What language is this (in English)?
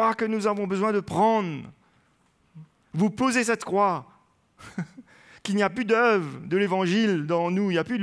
French